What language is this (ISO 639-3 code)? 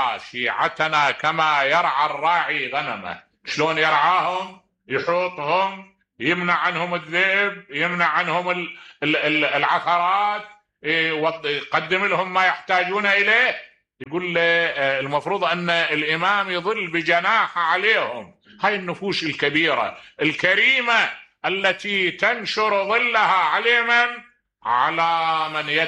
acm